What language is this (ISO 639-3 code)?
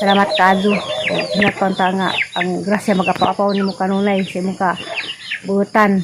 ceb